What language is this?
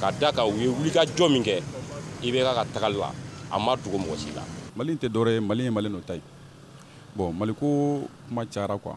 Bambara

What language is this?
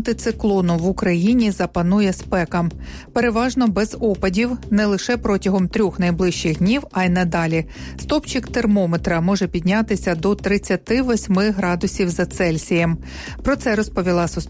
Ukrainian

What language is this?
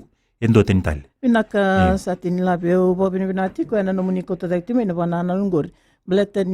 Fijian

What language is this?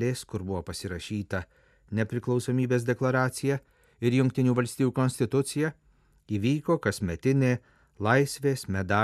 Lithuanian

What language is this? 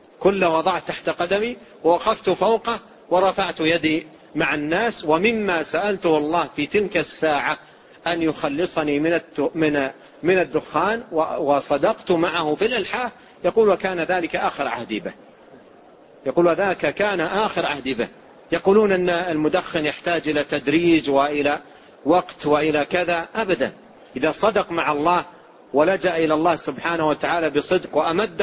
Arabic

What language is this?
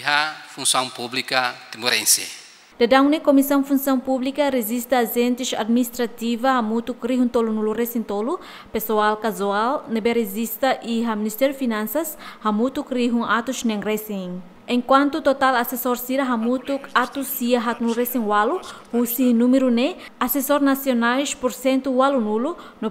Tetum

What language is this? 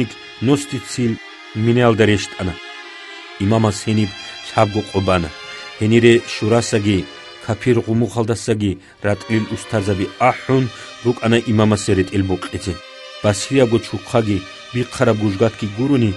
Avaric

